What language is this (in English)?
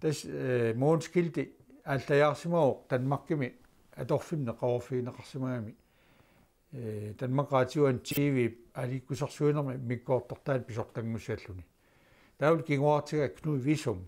Kalaallisut